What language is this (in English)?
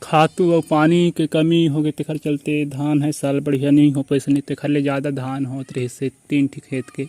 Chhattisgarhi